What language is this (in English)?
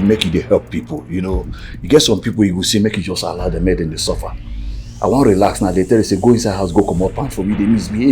Nigerian Pidgin